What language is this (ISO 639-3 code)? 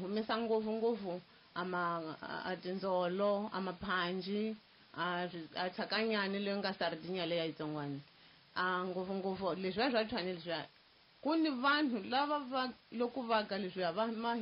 tso